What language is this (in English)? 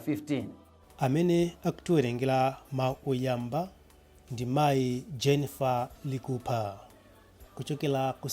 Nyanja